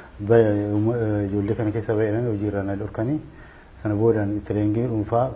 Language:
Oromo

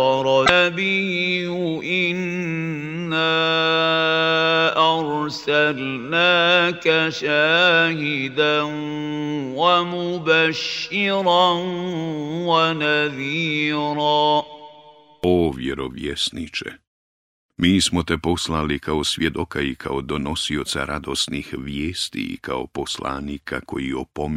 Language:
Bosnian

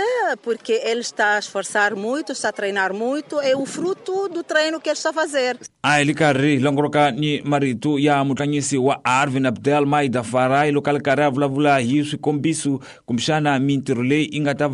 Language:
Tsonga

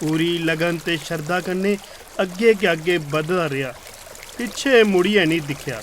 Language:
Dogri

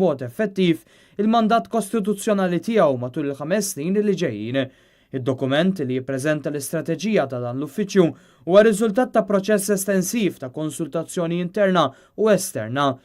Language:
Maltese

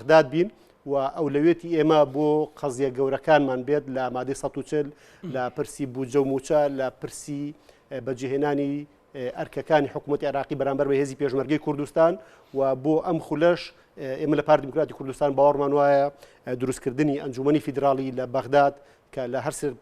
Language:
Central Kurdish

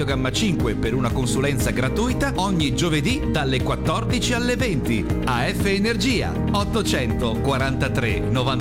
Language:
Italian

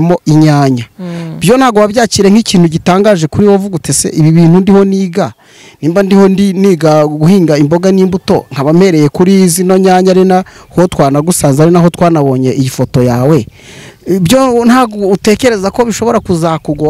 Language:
Kinyarwanda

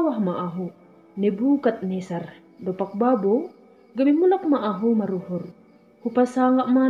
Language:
Batak Simalungun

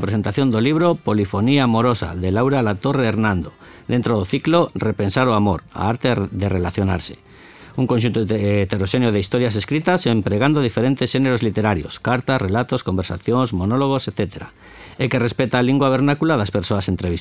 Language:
Galician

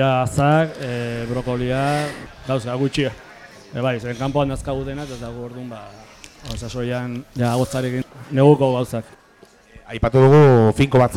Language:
Basque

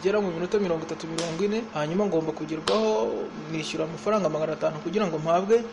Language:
Kinyarwanda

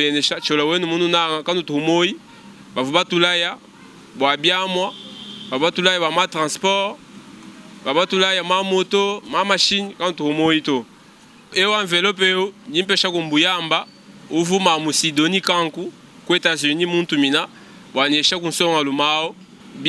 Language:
Luba-Lulua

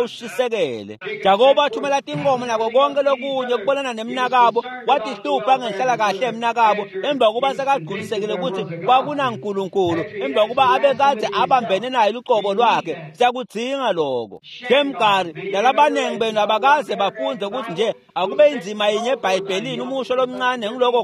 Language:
Swati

